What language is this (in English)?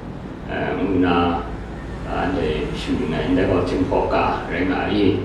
Kachin